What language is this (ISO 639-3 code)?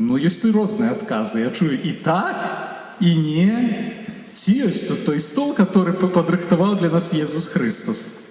bel